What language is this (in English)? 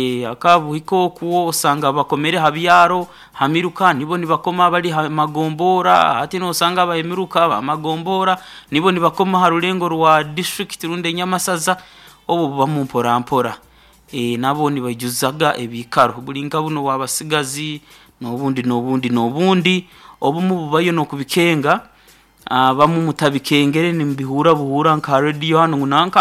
Nyoro